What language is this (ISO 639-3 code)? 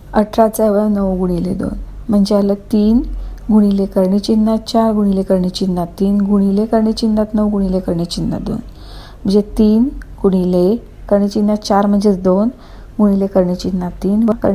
mar